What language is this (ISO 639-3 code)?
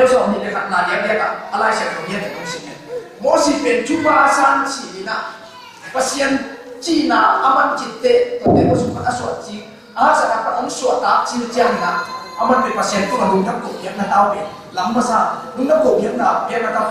ctd